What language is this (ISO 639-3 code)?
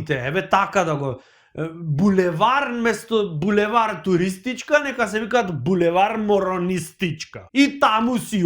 mkd